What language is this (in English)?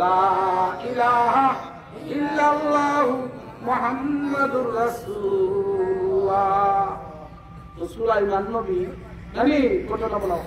Sylheti